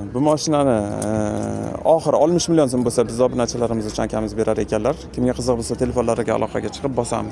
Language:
Uzbek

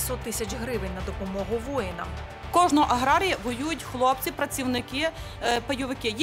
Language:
Ukrainian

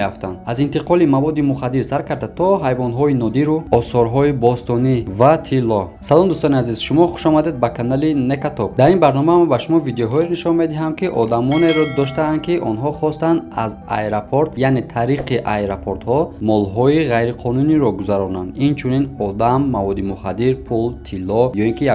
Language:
Tajik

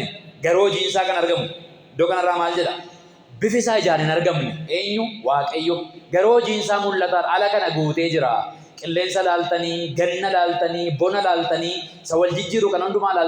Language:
Oromo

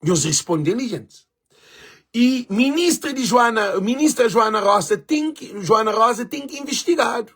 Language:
Kabuverdianu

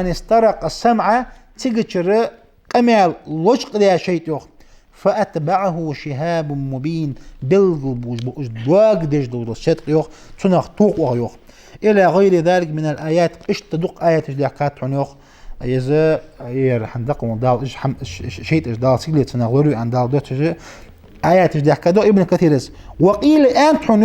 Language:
Ingush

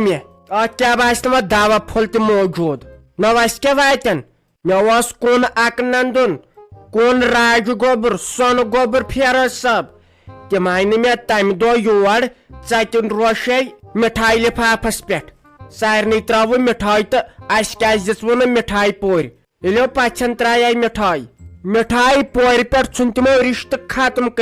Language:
Kashmiri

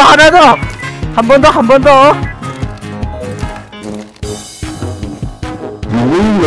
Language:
Korean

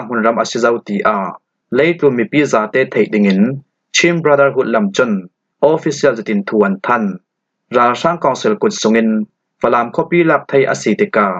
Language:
Falam Chin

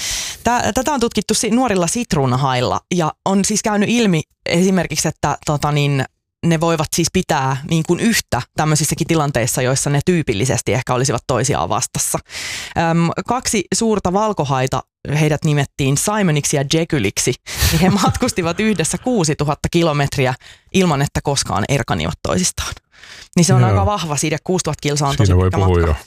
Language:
Finnish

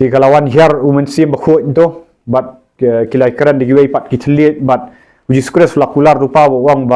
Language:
Khasi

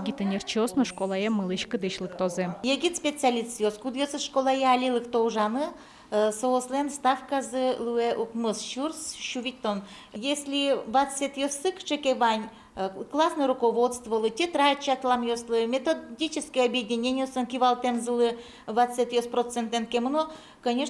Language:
Udmurt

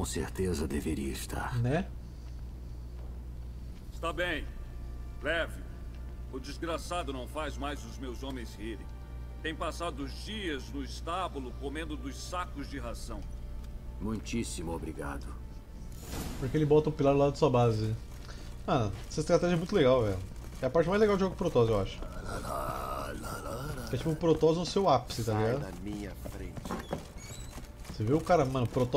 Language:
Portuguese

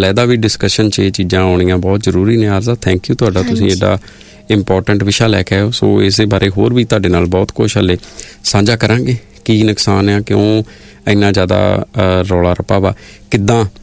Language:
Punjabi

